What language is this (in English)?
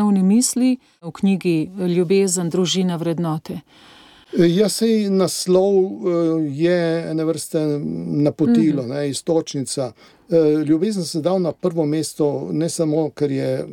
Slovenian